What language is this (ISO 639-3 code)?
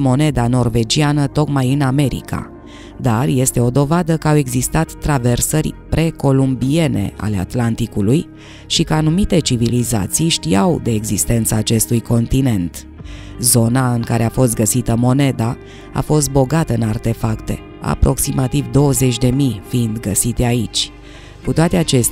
ron